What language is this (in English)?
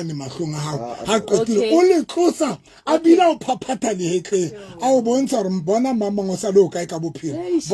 Southern Sotho